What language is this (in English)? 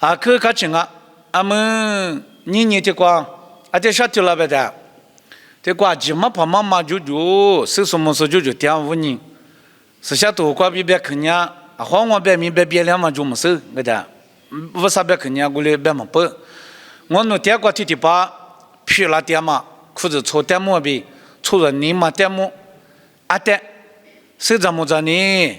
Lisu